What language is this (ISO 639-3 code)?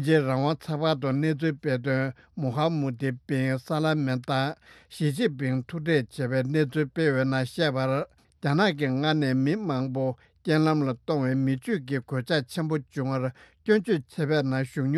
bod